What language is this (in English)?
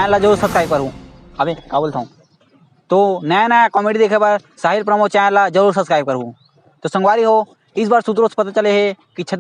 Chhattisgarhi